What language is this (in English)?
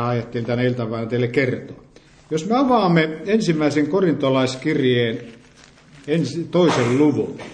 Finnish